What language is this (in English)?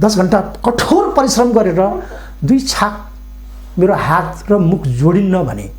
Nepali